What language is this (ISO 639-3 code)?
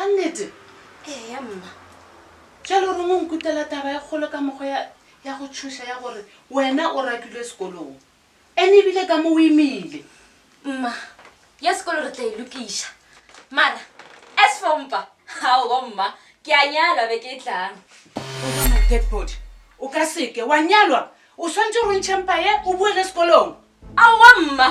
nso